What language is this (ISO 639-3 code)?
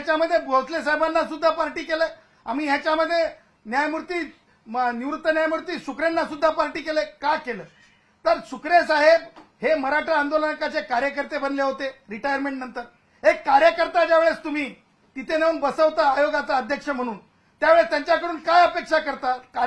mar